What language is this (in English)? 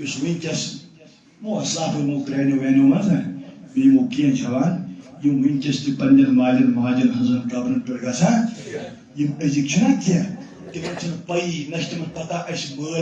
Kashmiri